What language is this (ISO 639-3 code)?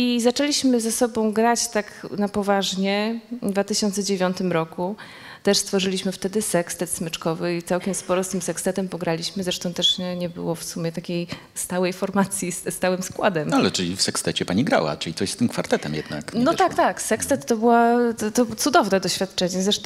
pol